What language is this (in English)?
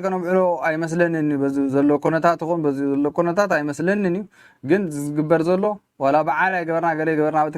Tigrinya